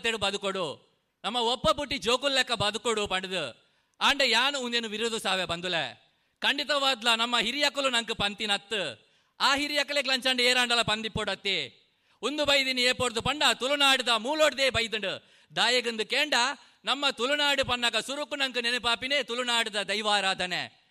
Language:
Tulu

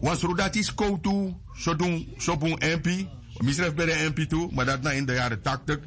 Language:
Sranan Tongo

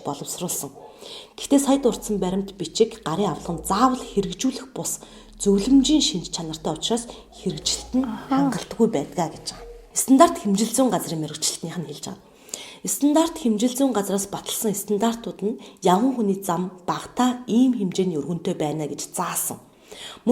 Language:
Mongolian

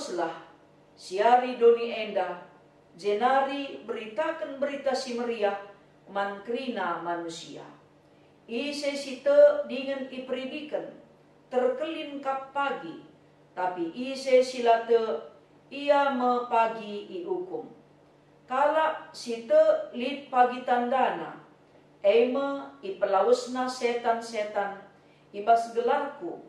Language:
Batak Karo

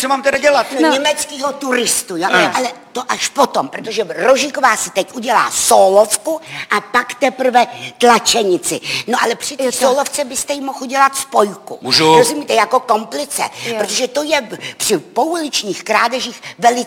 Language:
Czech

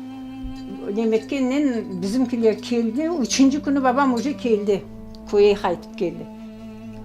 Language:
Crimean Tatar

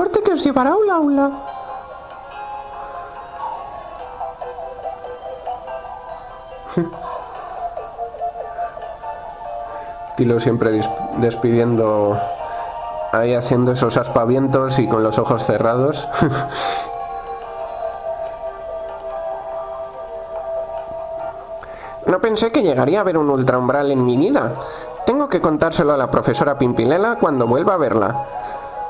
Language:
Spanish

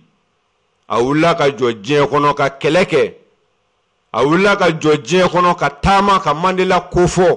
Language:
Bambara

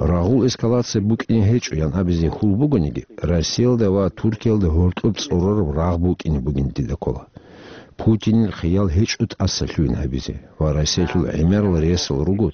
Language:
Avaric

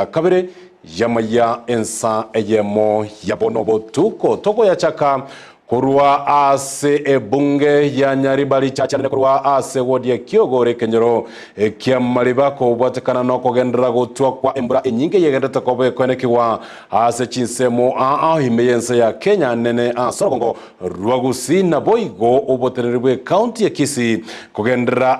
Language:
Gusii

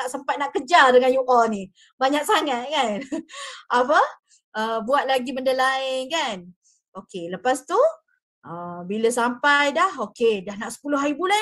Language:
Malay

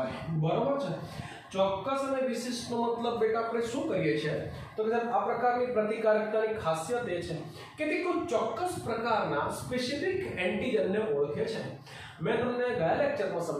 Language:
Gujarati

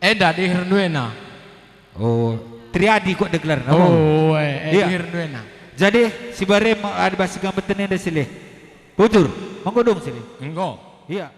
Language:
Batak Karo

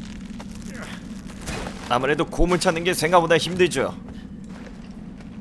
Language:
Korean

